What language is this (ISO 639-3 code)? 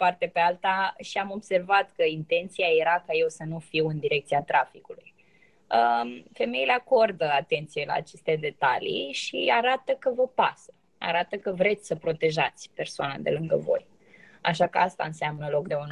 ron